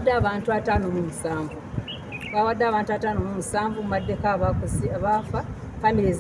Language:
Ganda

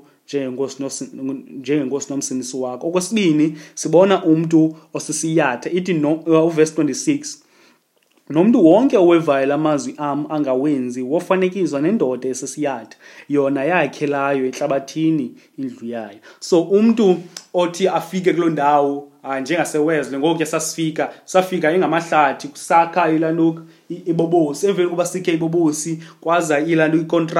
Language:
Xhosa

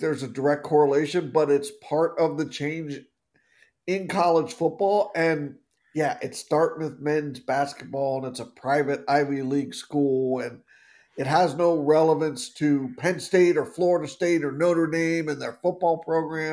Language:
English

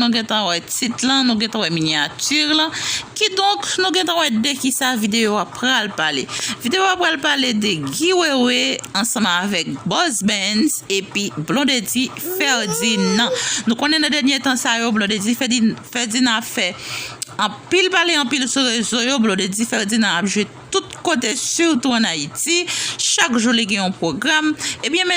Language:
Haitian Creole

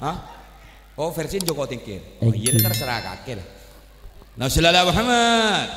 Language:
Madurese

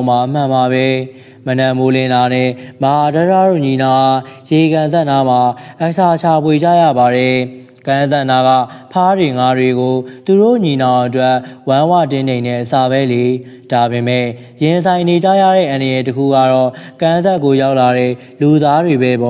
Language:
Burmese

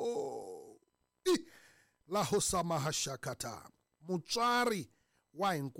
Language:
Tsonga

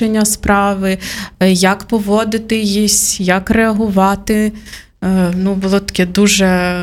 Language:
Ukrainian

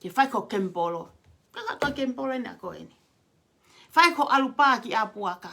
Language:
Tongan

